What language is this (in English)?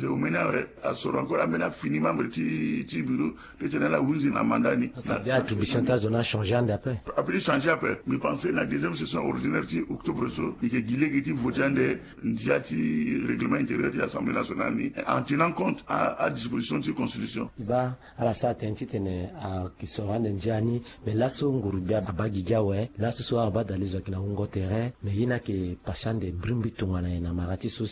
Sango